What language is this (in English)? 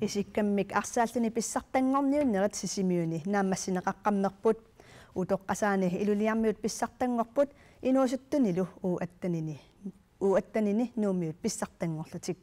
Kalaallisut